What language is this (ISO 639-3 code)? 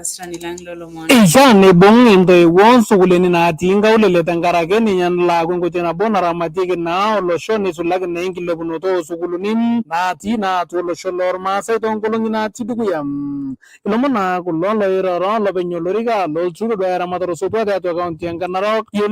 mas